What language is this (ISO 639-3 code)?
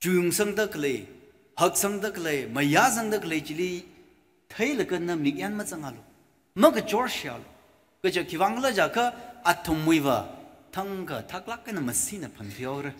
nmf